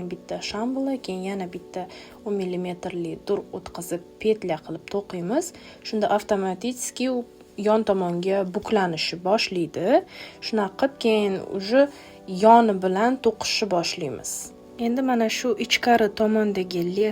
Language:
Uzbek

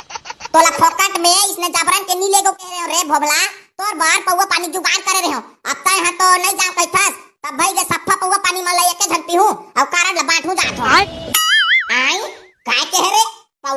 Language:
Chhattisgarhi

